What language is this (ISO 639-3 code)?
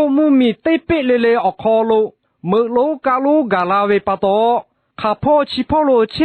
lhu